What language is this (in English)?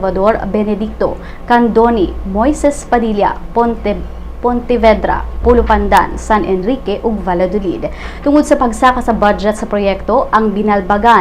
Cebuano